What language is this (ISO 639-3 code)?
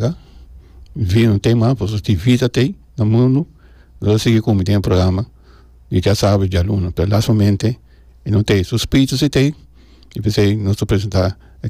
pap